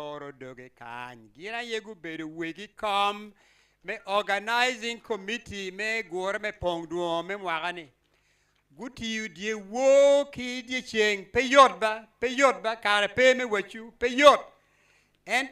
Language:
Acoli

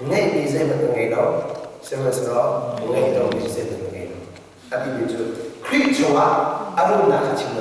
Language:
Hakha Chin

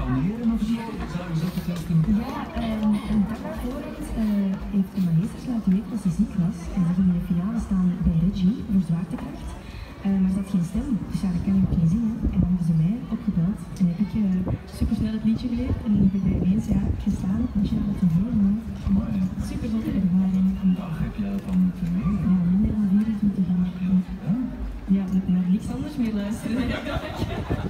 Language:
Dutch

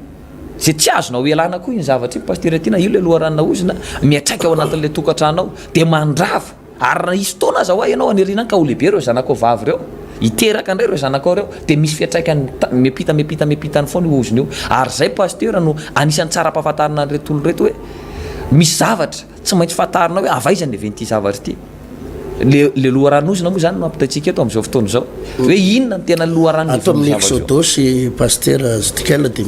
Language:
Malagasy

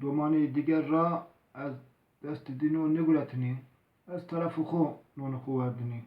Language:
Zaza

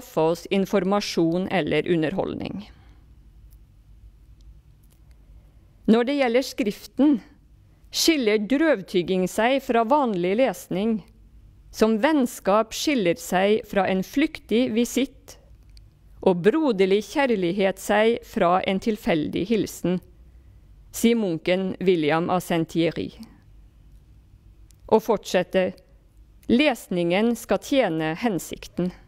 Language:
Norwegian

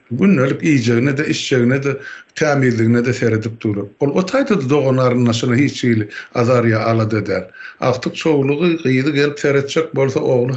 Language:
Turkmen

